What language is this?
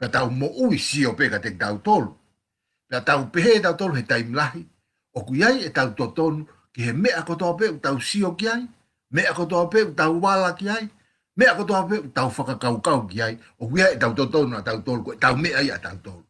Tongan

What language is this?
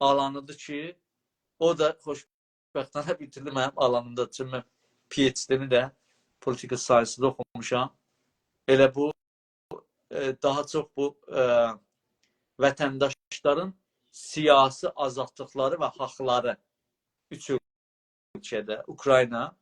South Azerbaijani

